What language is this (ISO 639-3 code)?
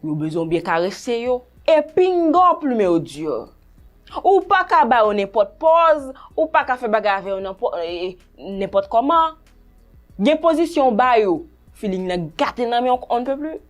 hat